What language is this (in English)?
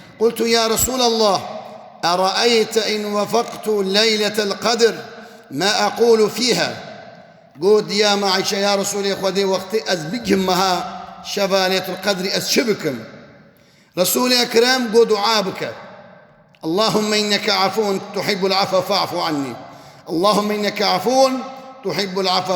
Kurdish